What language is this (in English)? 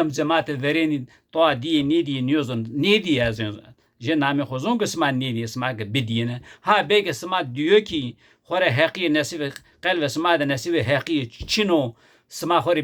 Zaza